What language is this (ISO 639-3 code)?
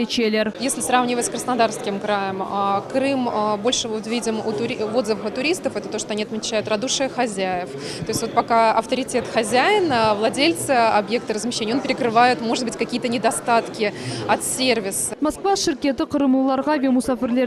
crh